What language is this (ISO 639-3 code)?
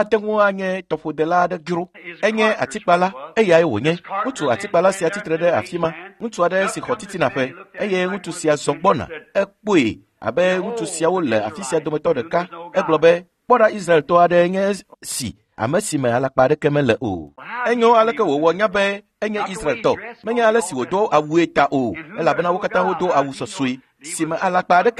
ewe